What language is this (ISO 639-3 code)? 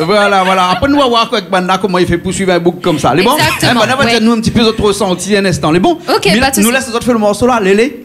rcf